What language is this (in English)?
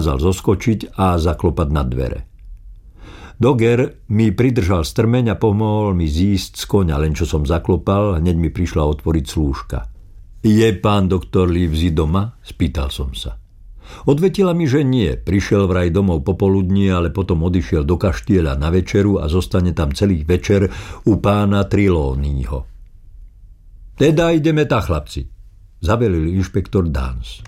Slovak